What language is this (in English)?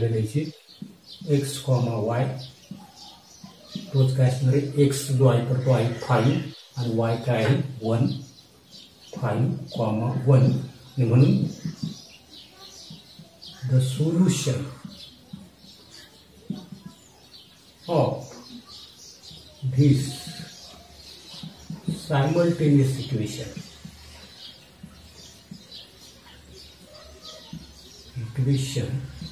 Marathi